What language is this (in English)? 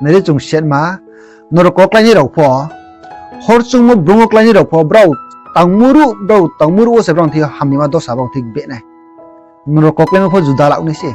Riang (India)